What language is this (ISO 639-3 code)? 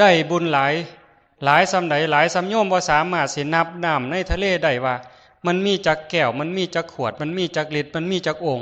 lao